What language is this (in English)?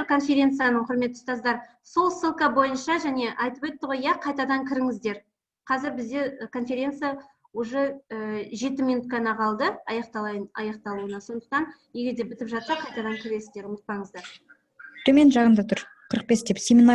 Kazakh